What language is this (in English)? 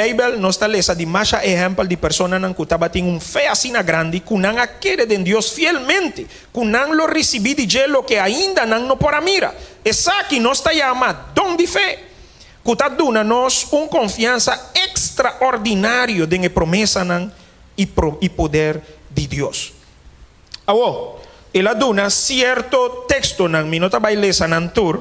Papiamento